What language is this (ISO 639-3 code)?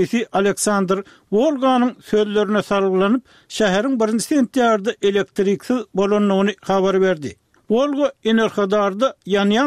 tuk